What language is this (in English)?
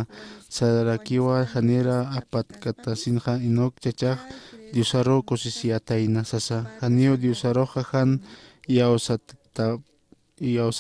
Aymara